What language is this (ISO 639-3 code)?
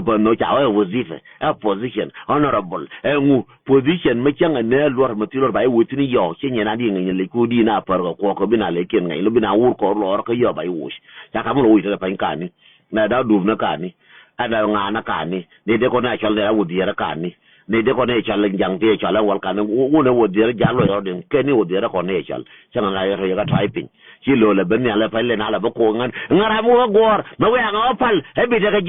nus